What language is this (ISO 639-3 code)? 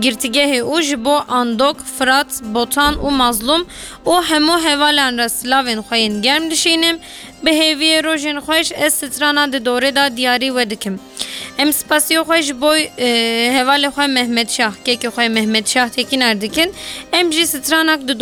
kur